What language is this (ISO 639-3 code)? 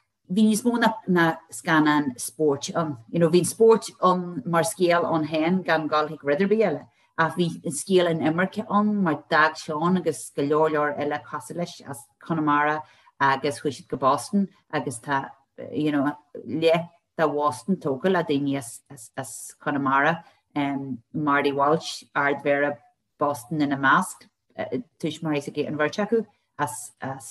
gle